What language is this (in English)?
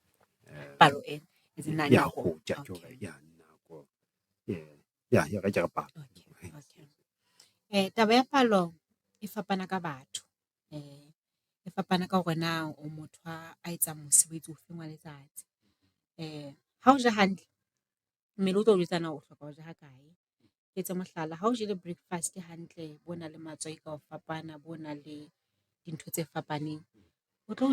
Southern Sotho